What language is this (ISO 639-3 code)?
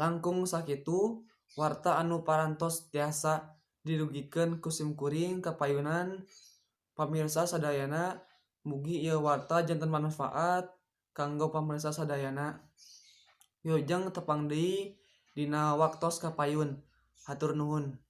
sun